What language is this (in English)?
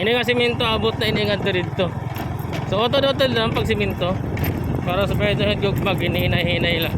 Waray